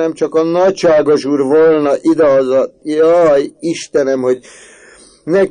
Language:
Hungarian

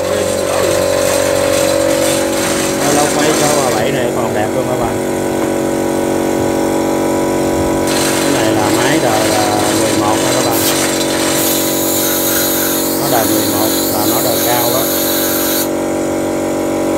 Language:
Vietnamese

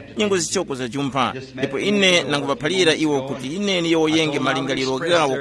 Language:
Tumbuka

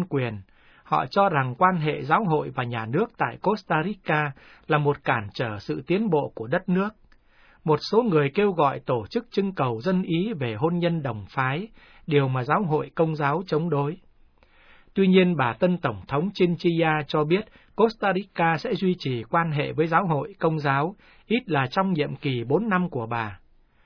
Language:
Vietnamese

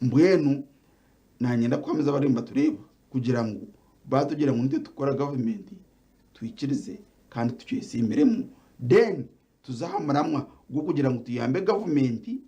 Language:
Nyankole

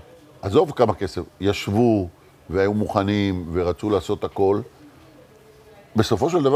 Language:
Hebrew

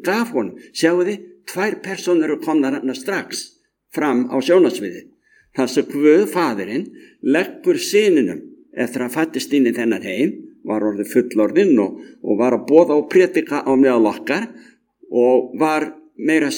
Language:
Icelandic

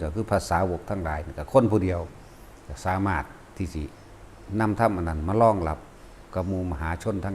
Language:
Lao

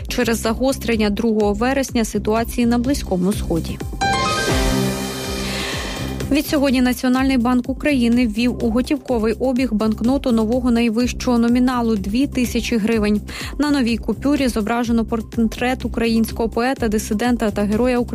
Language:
Ukrainian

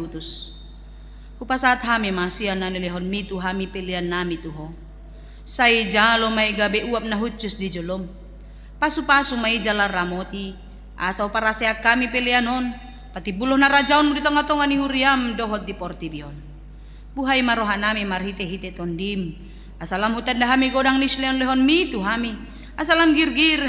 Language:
Batak Toba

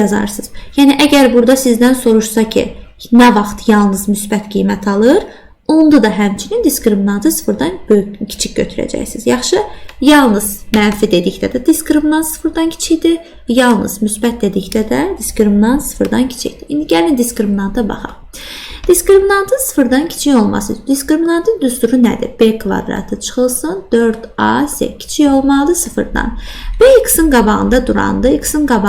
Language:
Azerbaijani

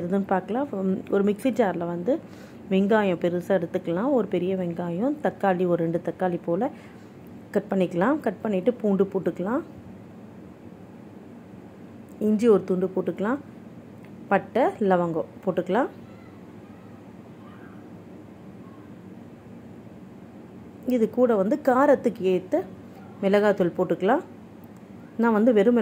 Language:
Tamil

